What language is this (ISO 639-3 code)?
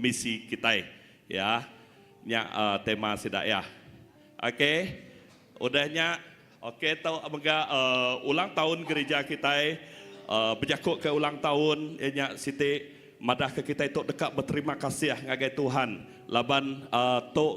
iba